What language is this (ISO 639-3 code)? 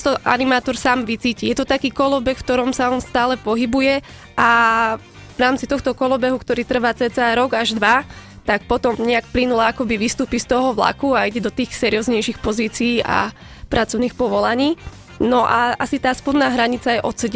slk